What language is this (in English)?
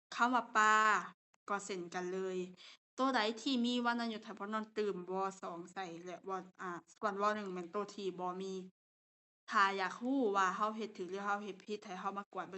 Lao